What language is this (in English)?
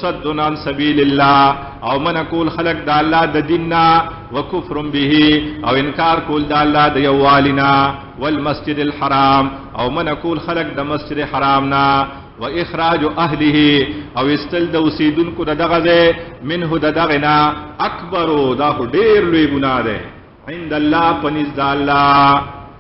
Pashto